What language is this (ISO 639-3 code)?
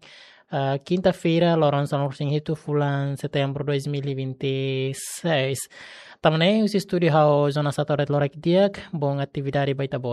tet